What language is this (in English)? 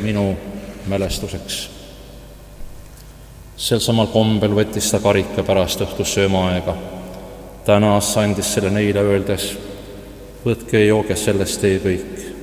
Estonian